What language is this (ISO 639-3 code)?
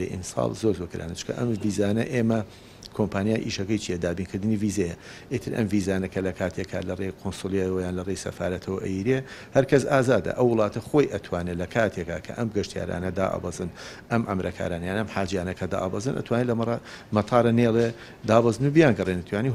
ckb